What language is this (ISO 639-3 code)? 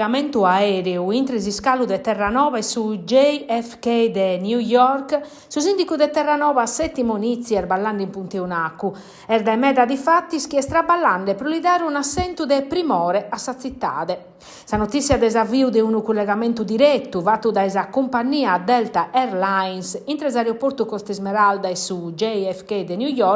srd